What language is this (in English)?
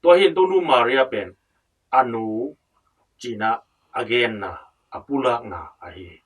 Tedim Chin